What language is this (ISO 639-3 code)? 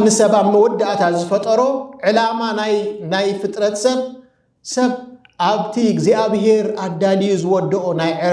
tir